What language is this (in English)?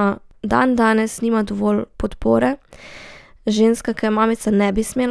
Slovenian